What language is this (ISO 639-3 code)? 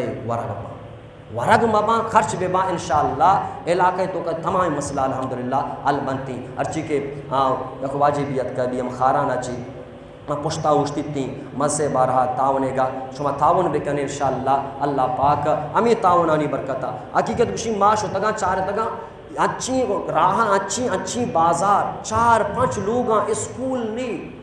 bal